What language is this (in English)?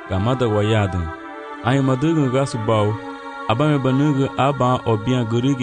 Garifuna